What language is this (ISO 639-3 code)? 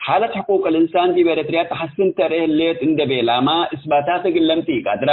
tig